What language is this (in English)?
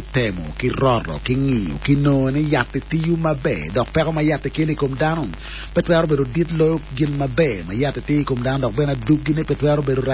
Acoli